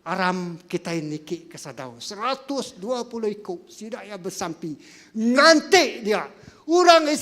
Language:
Iban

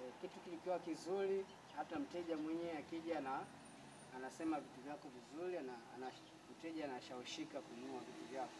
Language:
Swahili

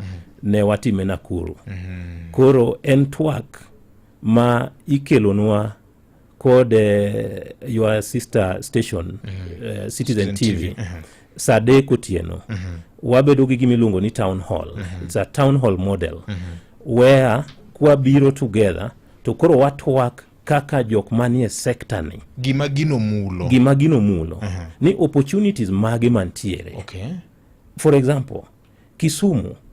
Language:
Luo (Kenya and Tanzania)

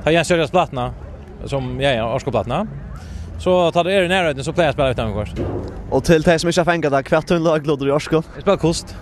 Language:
Faroese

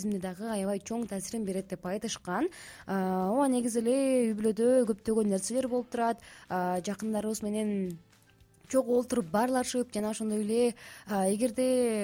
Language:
Kyrgyz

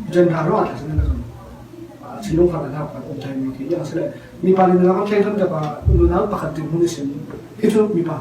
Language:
Falam Chin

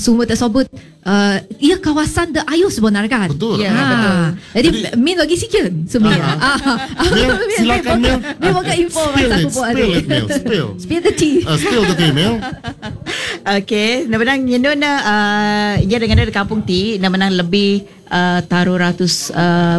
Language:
Malay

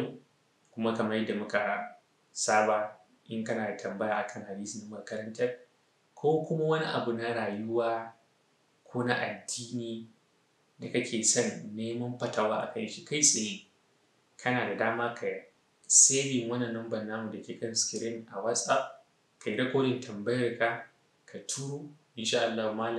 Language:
Hausa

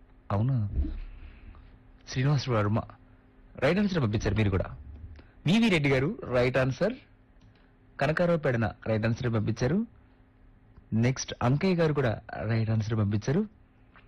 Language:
Telugu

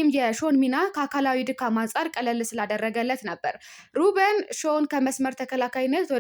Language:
Amharic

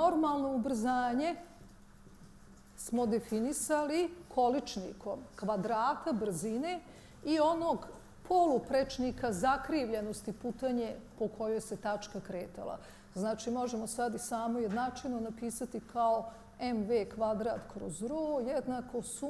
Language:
Bosnian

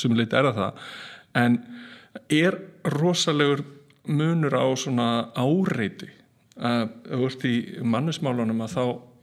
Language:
Icelandic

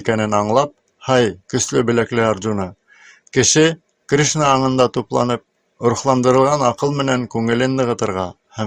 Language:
Bashkir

